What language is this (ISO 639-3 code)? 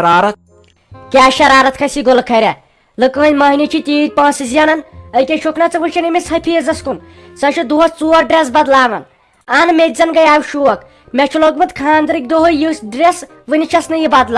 kas